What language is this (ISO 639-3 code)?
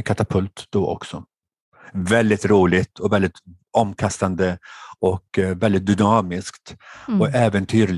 swe